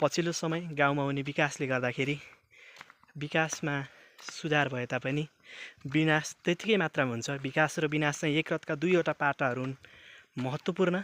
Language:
Nepali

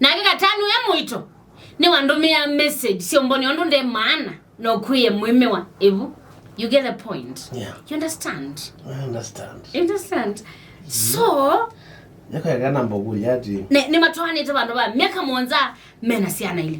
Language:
Kamba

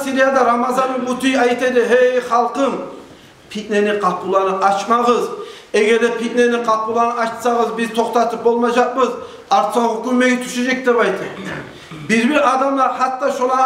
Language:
Kumyk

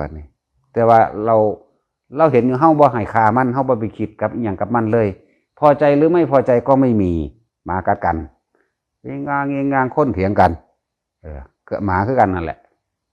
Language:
Northeastern Thai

